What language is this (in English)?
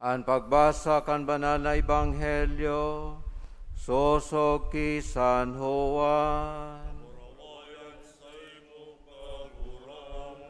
Bikol